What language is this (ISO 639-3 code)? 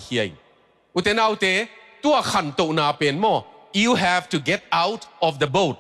ctd